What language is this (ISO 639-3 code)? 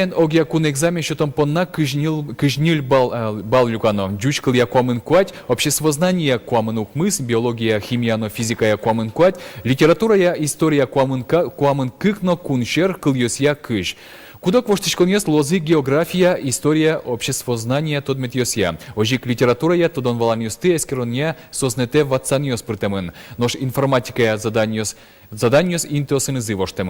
udm